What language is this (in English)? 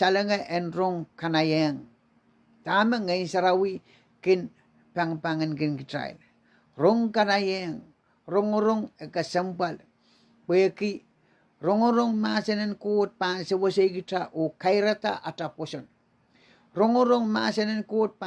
Pohnpeian